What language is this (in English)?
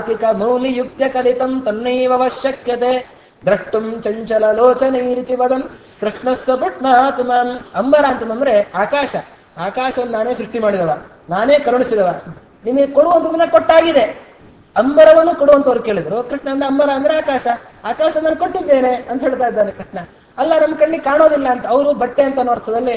Kannada